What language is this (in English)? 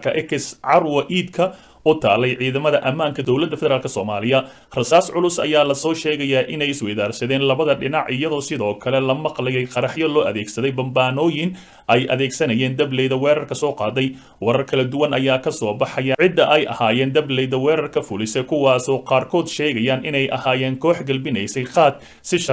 Somali